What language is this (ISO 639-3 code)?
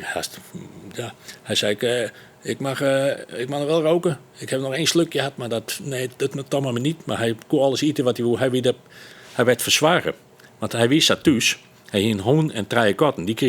fry